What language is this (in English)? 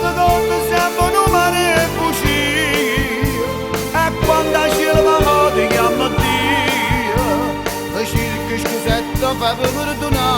Neapolitan